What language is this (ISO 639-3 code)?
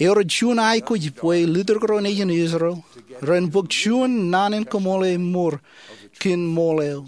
mah